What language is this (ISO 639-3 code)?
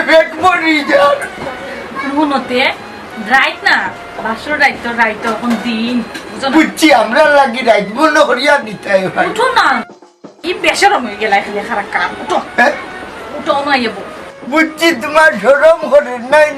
syl